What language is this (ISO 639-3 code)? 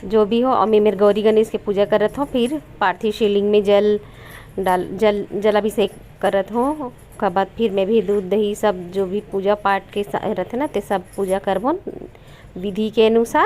hne